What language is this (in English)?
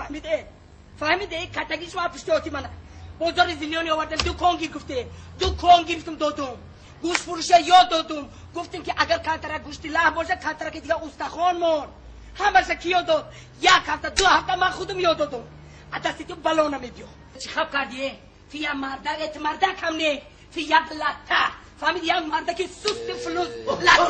Tajik